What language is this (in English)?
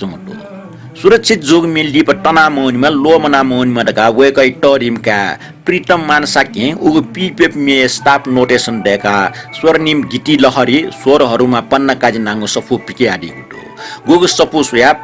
Newari